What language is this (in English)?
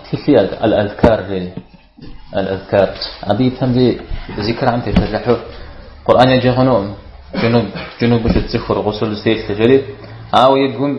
Kabardian